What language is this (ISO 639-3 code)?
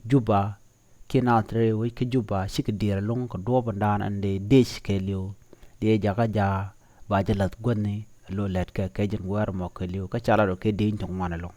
nus